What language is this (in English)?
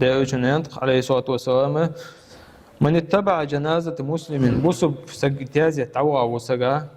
Ingush